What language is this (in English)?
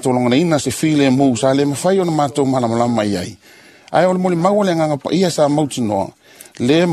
Samoan